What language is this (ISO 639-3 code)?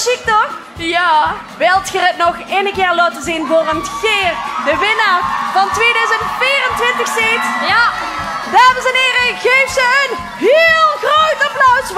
lim